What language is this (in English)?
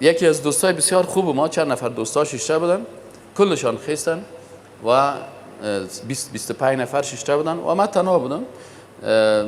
Persian